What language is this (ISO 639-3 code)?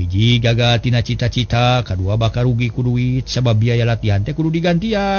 sun